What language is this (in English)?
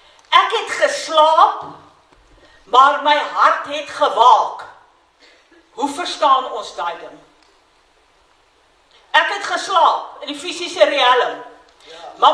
Afrikaans